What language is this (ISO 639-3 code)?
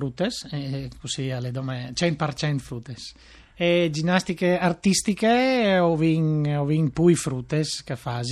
fur